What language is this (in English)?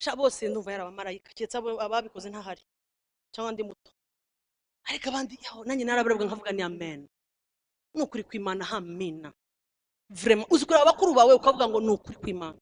Kinyarwanda